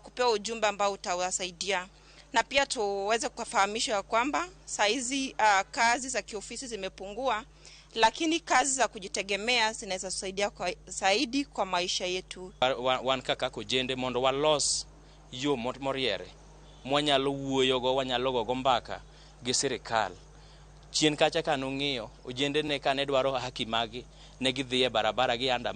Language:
Luo (Kenya and Tanzania)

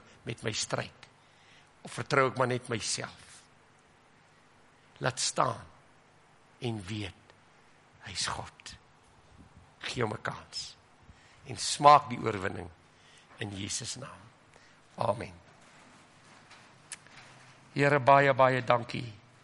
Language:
Afrikaans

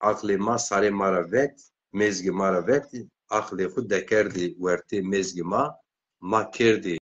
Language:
Zaza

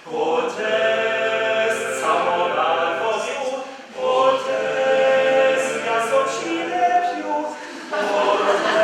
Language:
Upper Sorbian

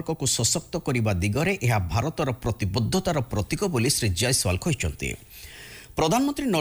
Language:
Odia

